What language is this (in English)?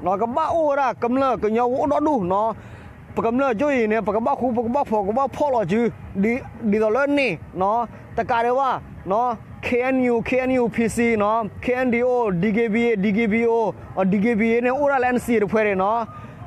S'gaw Karen